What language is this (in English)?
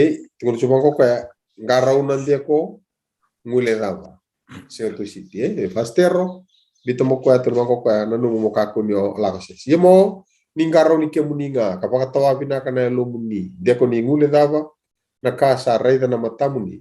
Fijian